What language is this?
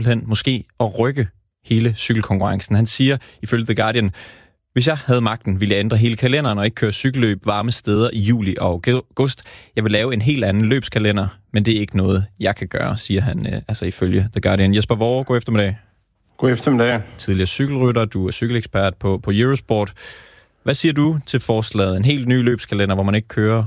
Danish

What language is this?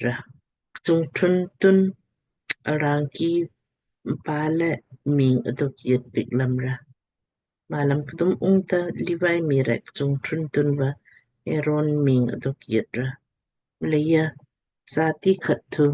Lamkang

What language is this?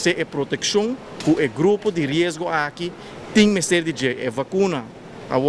Papiamento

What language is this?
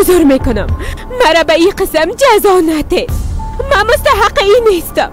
Persian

